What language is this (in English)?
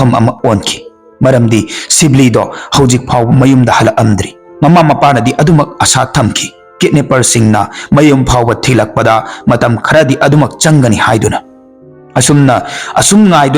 Manipuri